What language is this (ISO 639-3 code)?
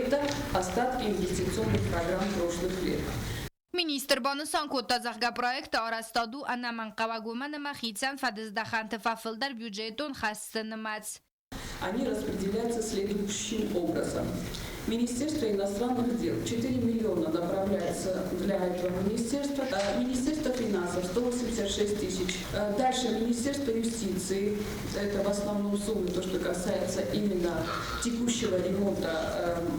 oss